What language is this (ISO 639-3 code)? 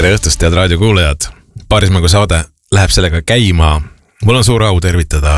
est